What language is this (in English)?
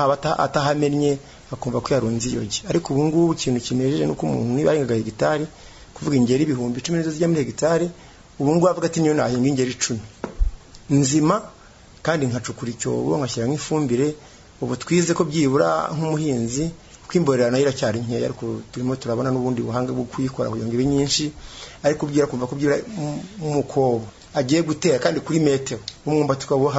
Kinyarwanda